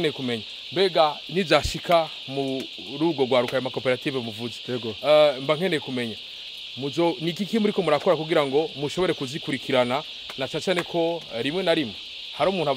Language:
Rundi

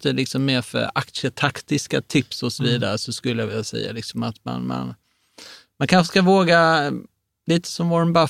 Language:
Swedish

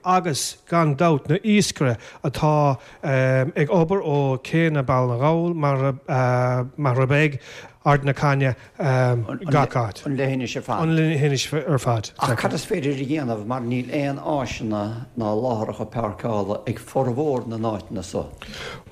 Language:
Irish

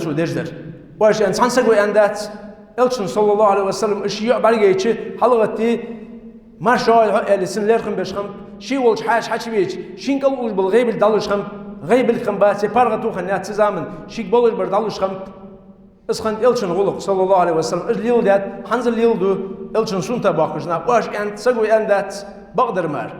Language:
Ingush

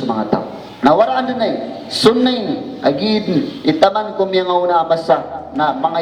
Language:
Maranao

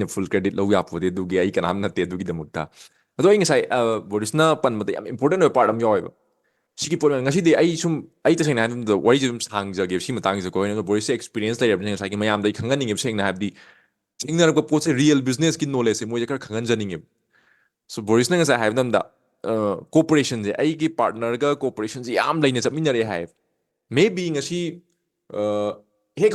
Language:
Manipuri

